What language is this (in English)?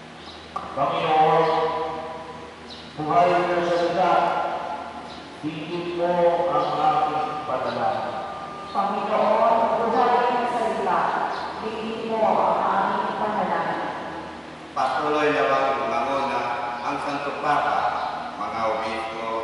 Filipino